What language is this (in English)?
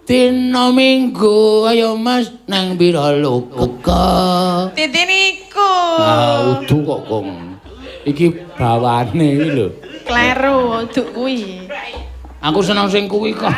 Javanese